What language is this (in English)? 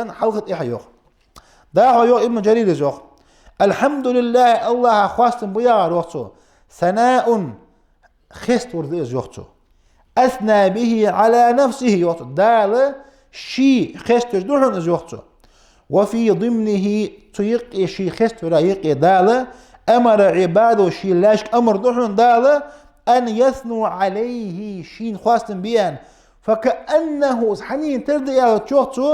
Ingush